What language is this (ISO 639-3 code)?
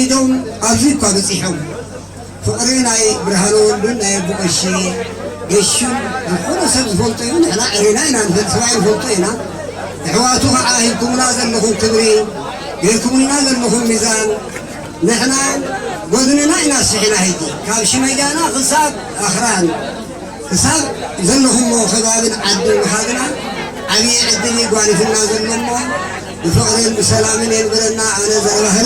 tir